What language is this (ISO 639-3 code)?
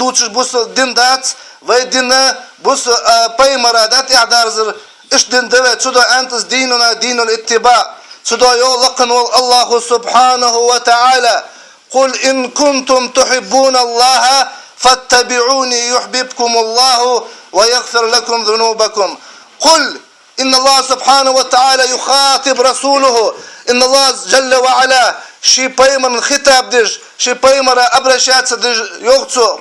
inh